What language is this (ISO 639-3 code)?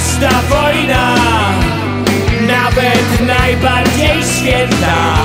pol